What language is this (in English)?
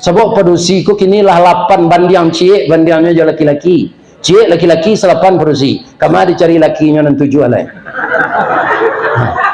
Minangkabau